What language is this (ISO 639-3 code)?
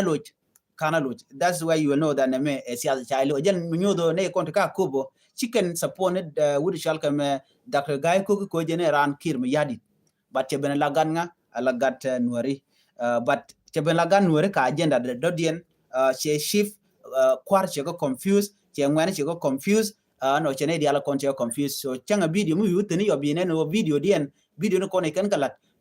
nus